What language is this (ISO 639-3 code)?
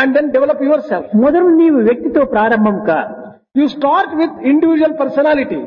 tel